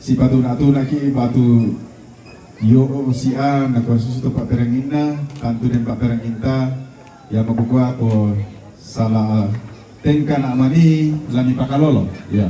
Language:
Toraja-Sa'dan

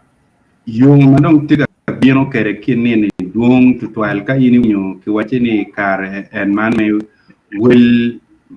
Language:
Acoli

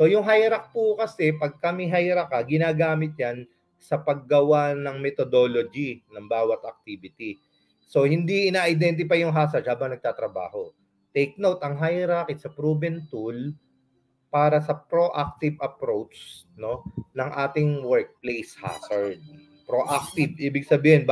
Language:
Filipino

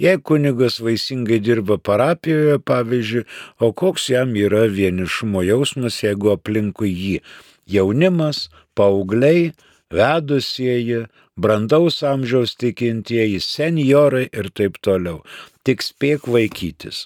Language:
Lithuanian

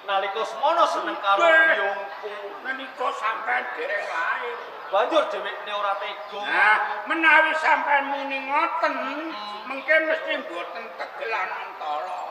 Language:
Javanese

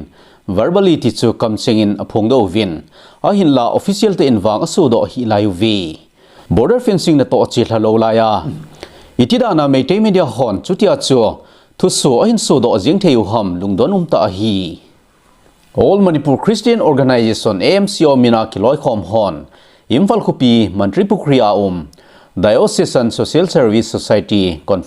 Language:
Thado Chin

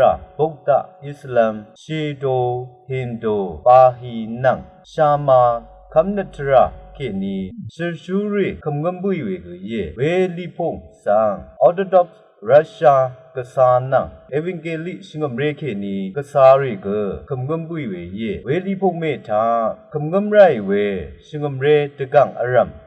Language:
Rawang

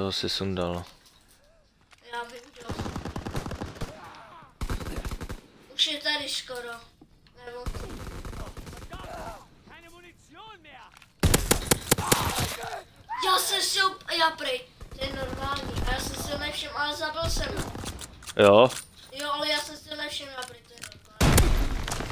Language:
Czech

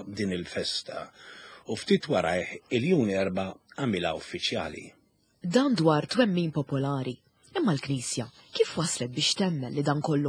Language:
Maltese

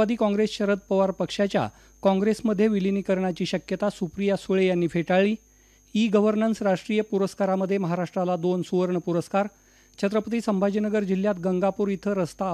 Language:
Marathi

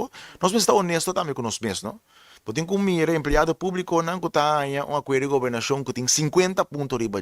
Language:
Papiamento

